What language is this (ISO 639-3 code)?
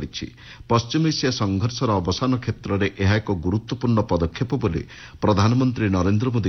ori